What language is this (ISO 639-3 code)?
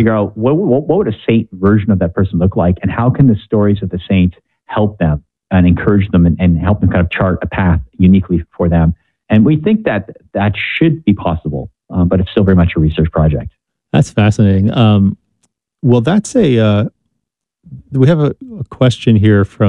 eng